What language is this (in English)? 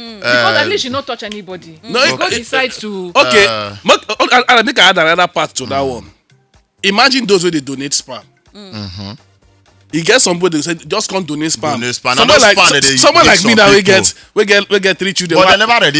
Nigerian Pidgin